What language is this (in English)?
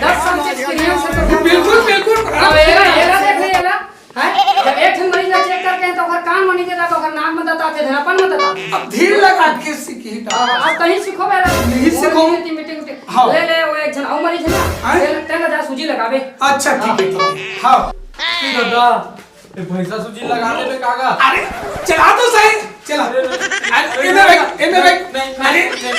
Chhattisgarhi